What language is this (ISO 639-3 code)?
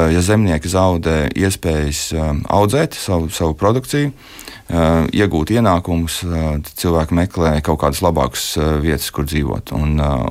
lav